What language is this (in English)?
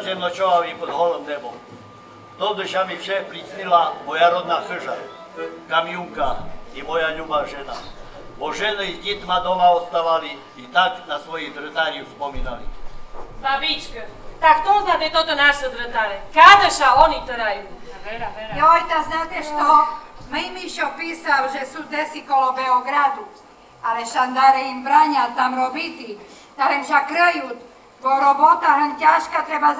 Rusyn